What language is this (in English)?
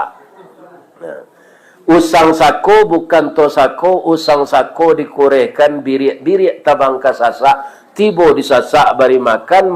Minangkabau